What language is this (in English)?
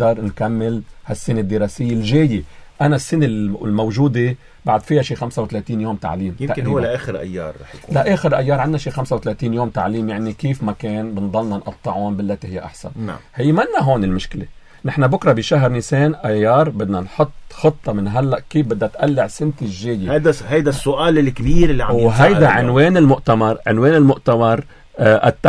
North Levantine Arabic